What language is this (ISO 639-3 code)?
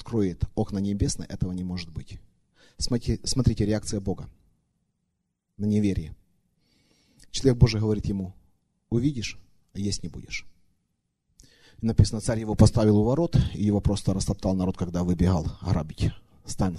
rus